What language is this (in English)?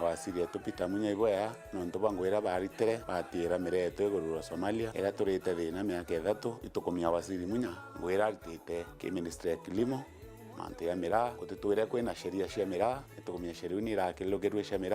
Meru